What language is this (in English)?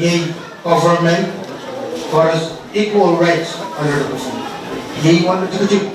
Pohnpeian